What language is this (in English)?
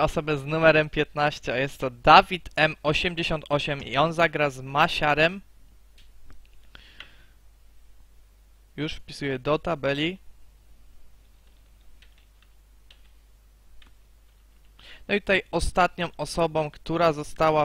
Polish